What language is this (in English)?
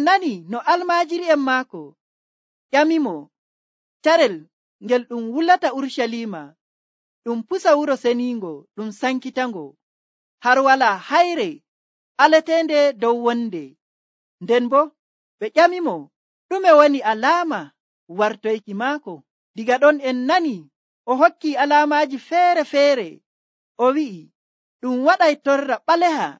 Nigerian Fulfulde